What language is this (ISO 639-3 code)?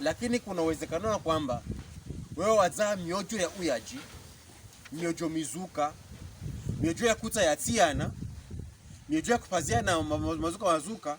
pkb